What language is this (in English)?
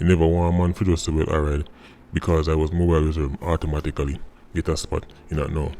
Jamaican Creole English